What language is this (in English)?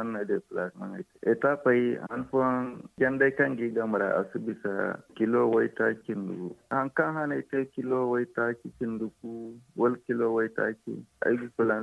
Zarma